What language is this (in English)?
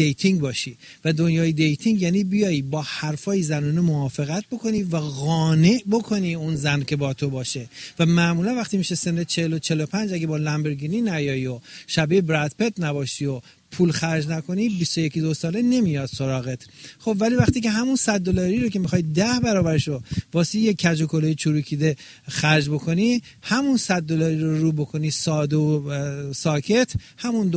Persian